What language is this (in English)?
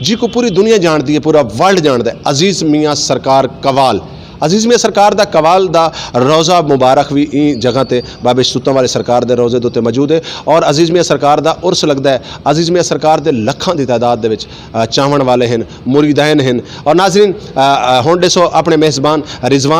Saraiki